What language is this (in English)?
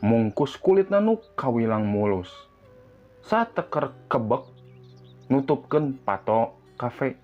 Sundanese